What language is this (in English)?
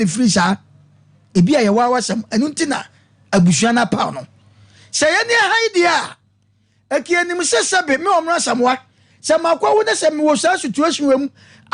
Akan